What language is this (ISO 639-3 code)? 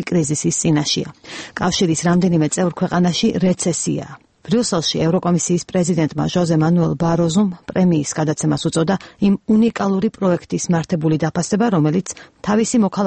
kat